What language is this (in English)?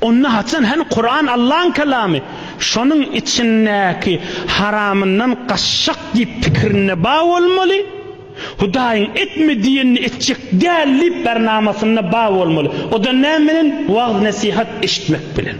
Turkmen